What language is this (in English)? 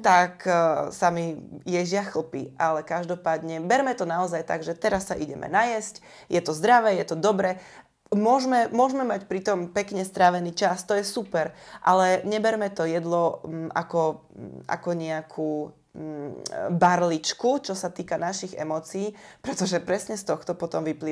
Slovak